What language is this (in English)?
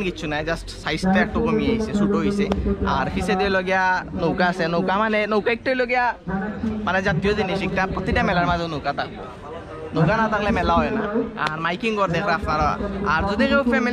Sylheti